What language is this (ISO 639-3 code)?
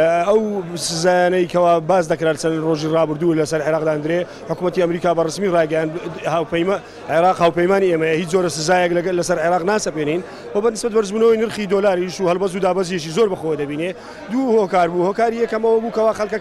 ckb